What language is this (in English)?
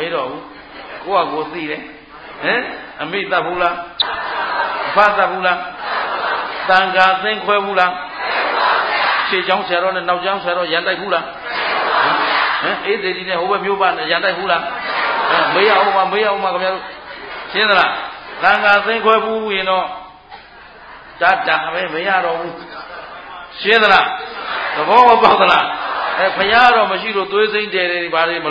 Burmese